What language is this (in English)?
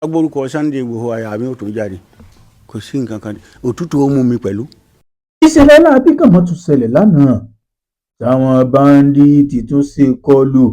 Yoruba